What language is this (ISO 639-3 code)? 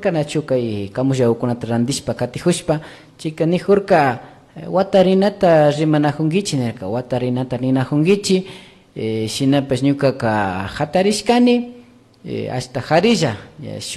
qvi